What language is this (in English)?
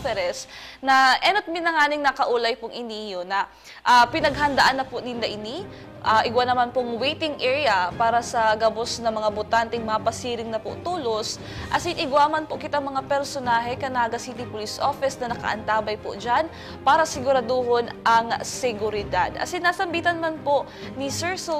Bikol